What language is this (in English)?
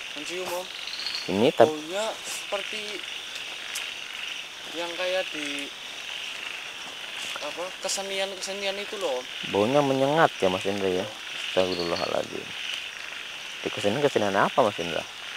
Indonesian